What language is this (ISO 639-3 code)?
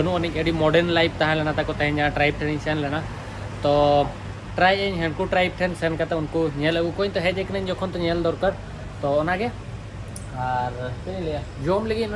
sat